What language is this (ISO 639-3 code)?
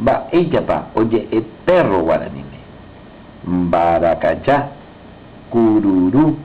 grn